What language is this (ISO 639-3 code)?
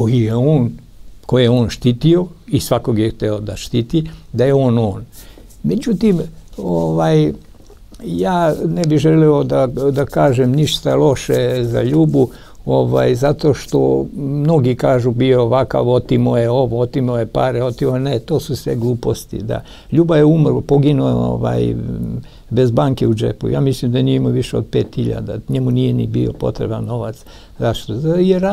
srp